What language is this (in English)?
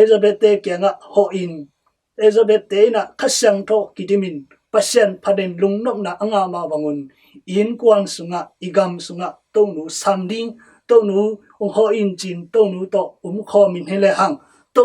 Tedim Chin